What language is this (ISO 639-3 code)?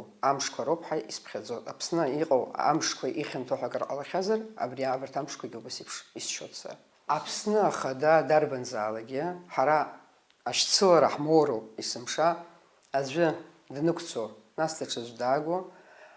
abk